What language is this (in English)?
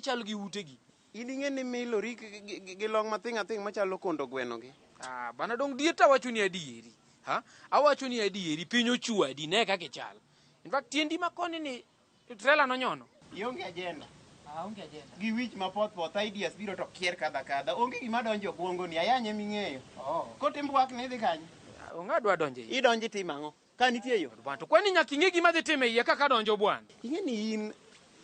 Luo (Kenya and Tanzania)